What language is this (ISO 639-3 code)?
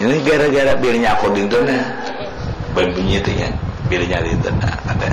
bjn